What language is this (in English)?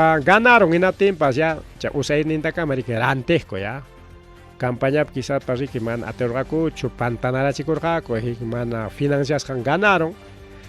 Ayacucho Quechua